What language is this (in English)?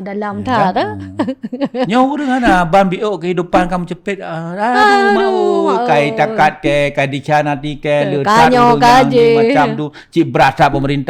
Achinese